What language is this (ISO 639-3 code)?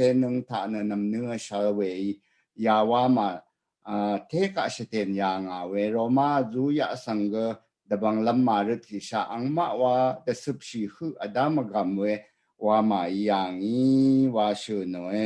raw